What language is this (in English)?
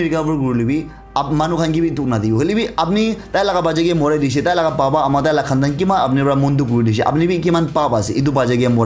Naga Pidgin